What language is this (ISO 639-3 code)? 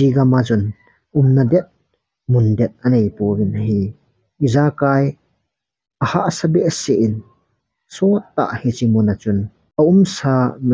tcz